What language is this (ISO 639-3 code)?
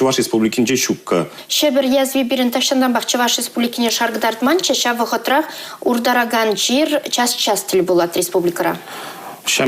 chv